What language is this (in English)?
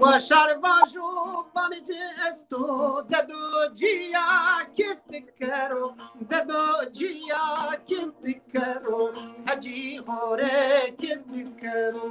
Zaza